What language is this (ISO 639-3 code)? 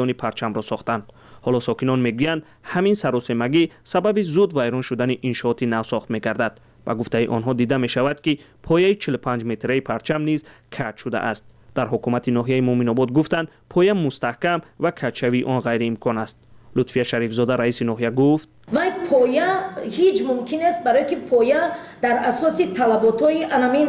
tgk